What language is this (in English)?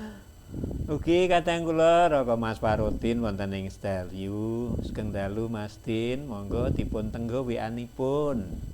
Javanese